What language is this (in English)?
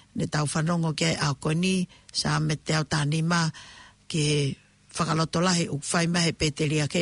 Tongan